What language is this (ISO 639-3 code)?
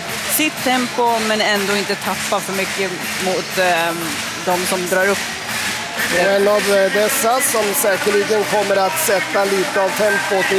swe